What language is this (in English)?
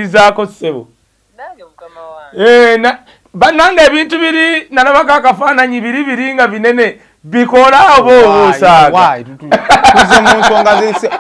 Ganda